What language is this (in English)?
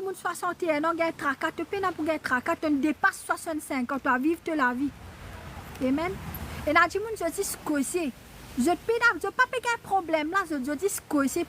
Morisyen